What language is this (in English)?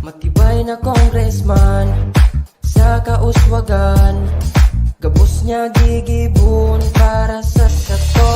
Bikol